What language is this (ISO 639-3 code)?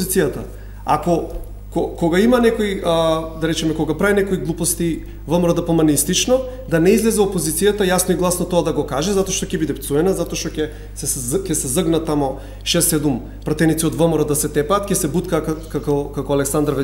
mkd